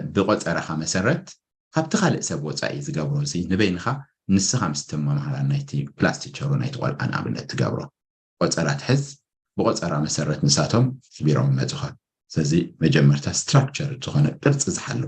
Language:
Tigrinya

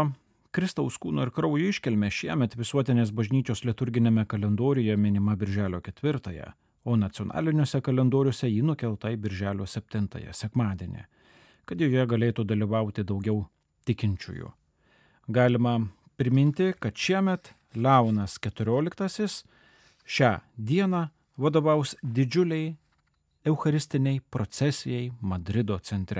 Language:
Lithuanian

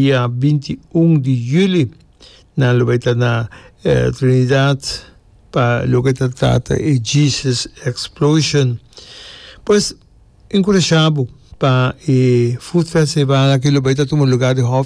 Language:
Papiamento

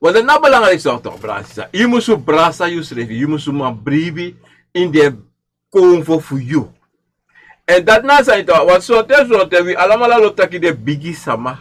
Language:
Sranan Tongo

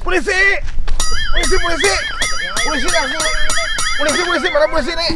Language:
Banjar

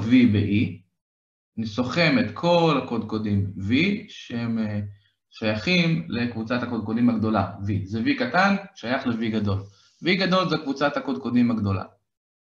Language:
Hebrew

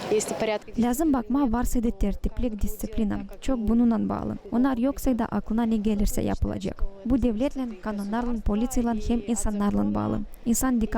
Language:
Gagauz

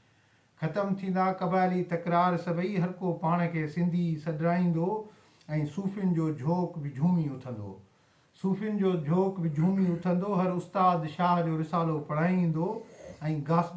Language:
Sindhi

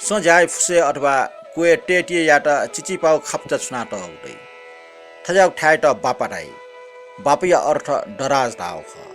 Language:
Newari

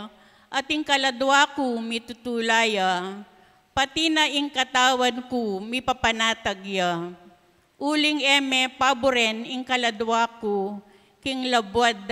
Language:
Pampanga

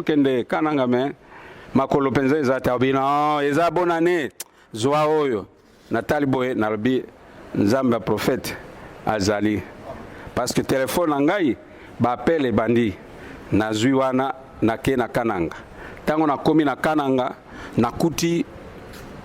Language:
Lingala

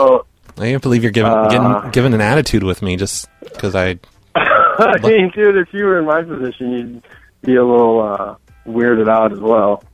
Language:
English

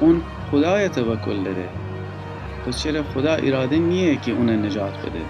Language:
Gilaki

